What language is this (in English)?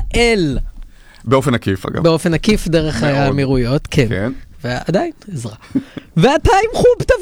Hebrew